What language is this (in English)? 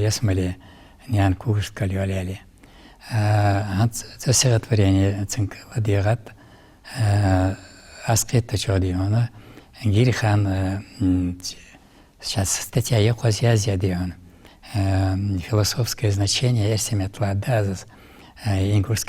Ingush